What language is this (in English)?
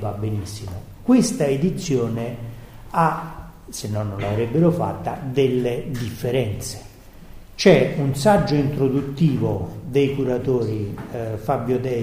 Italian